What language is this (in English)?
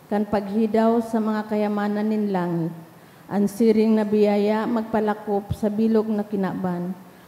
Bikol